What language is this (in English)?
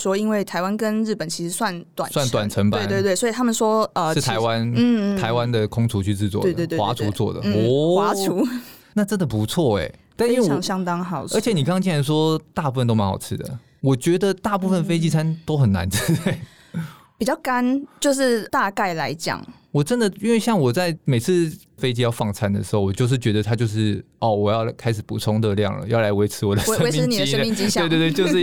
Chinese